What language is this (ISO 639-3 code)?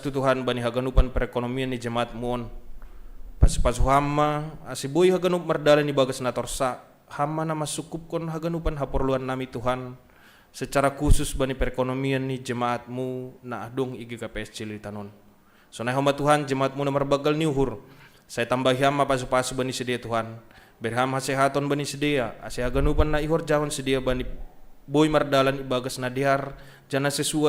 bts